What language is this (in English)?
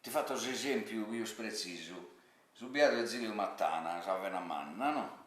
Sardinian